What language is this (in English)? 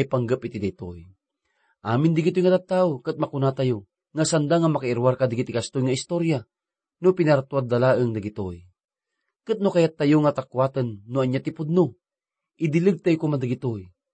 Iloko